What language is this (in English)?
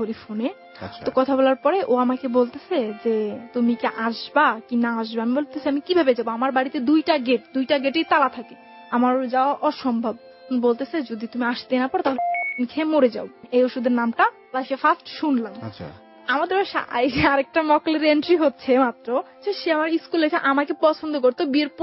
Bangla